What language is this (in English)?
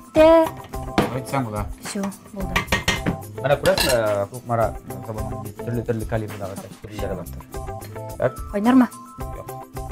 Tatar